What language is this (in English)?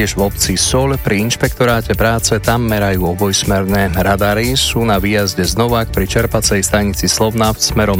Slovak